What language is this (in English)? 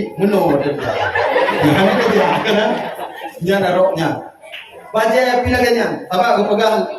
Achinese